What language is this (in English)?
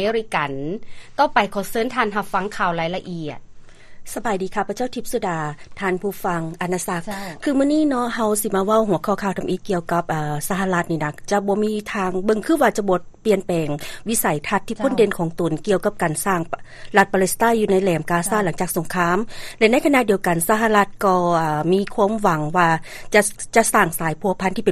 Lao